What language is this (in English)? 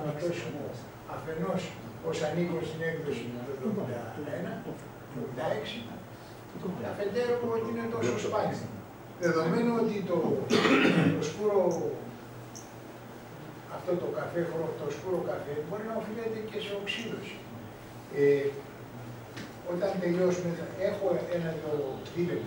Greek